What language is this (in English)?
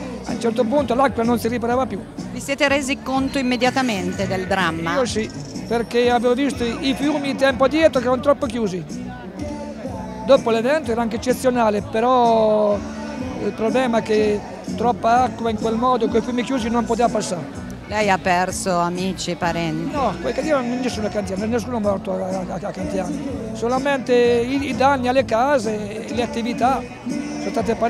Italian